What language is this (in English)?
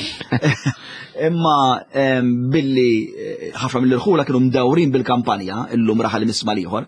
Maltese